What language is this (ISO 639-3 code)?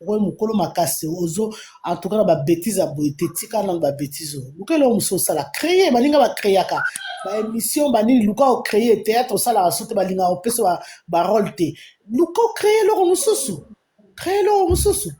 lin